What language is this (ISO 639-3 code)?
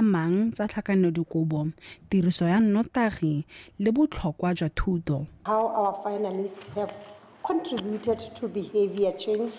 tsn